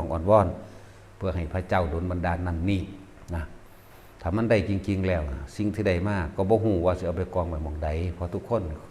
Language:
Northeastern Thai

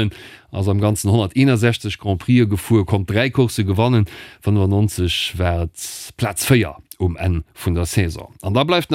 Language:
Luxembourgish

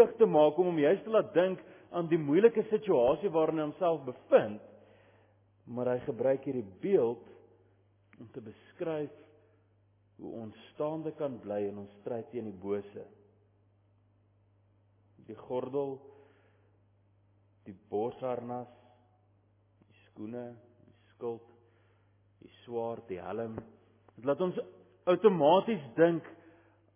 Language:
Afrikaans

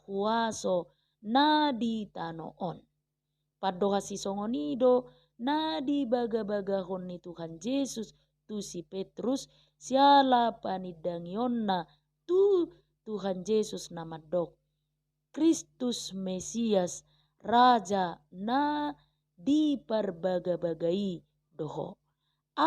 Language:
Batak Toba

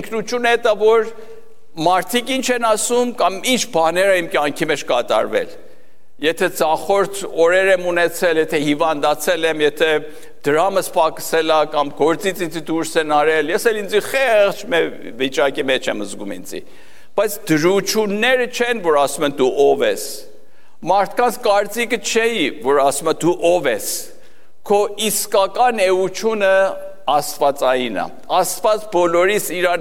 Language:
Armenian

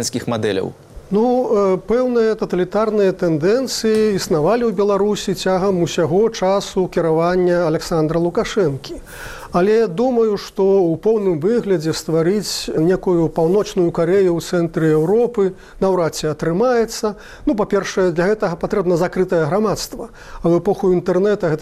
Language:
Belarusian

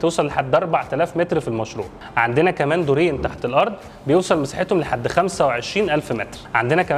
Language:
Egyptian Arabic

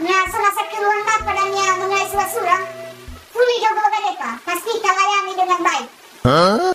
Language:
Nias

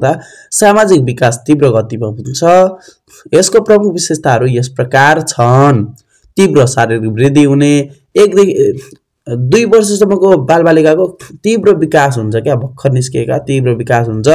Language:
Nepali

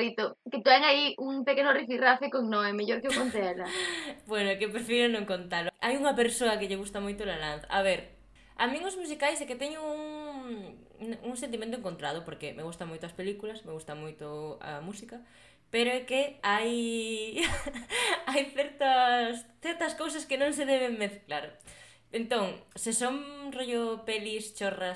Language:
Galician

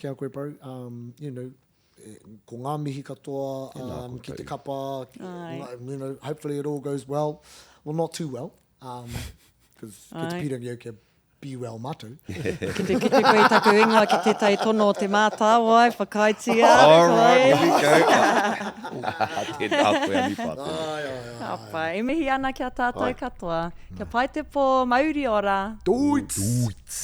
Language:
Māori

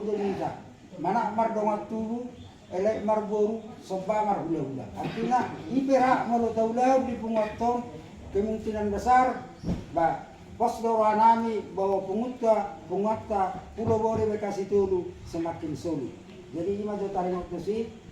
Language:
Batak Toba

